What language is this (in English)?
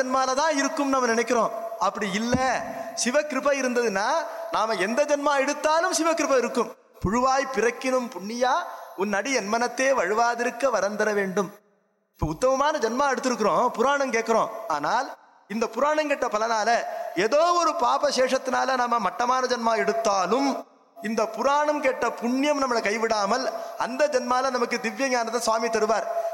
Tamil